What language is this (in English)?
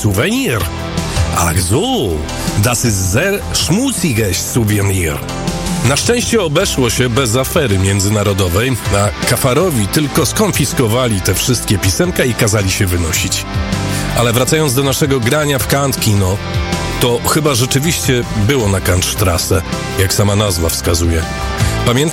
Polish